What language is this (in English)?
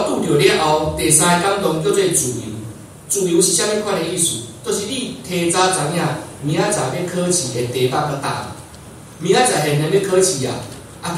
Min Nan Chinese